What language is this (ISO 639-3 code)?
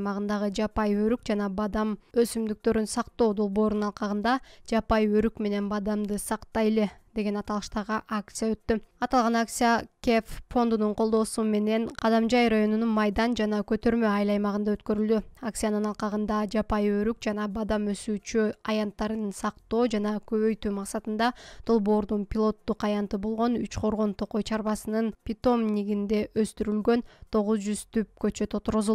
kir